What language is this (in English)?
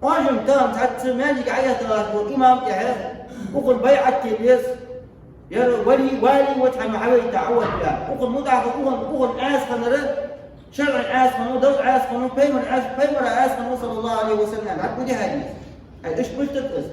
Ingush